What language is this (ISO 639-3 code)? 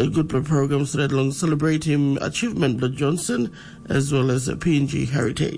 tpi